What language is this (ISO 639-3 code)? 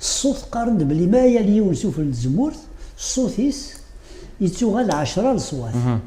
kab